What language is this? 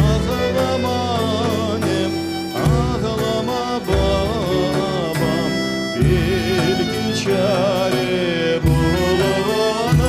Crimean Tatar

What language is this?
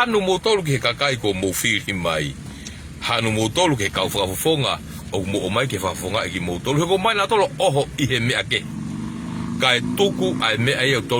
Tongan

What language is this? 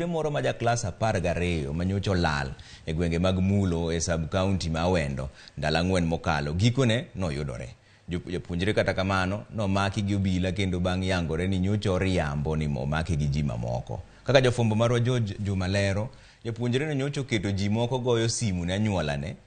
Luo (Kenya and Tanzania)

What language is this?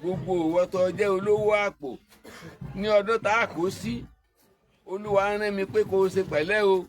Yoruba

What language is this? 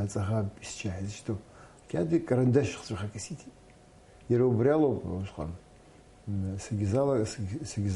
Abkhazian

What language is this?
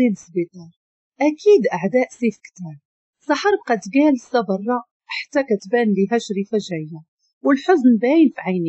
Moroccan Arabic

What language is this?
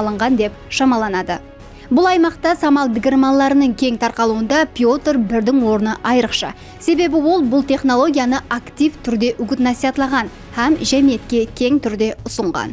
Kara-Kalpak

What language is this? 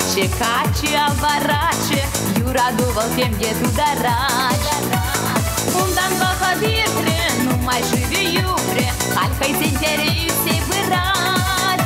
Chuvash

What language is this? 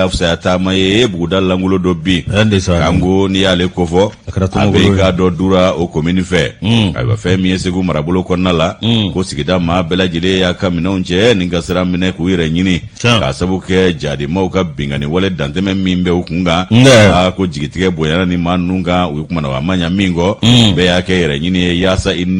Bambara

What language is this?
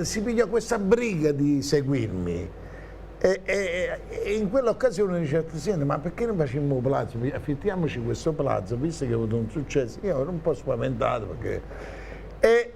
Neapolitan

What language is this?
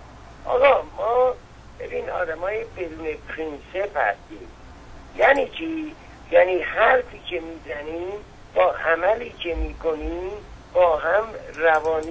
Persian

